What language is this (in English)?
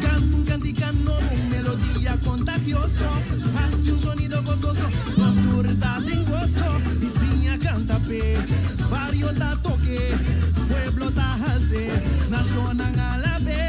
Papiamento